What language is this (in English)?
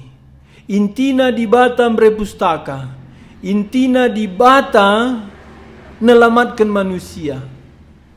Batak Karo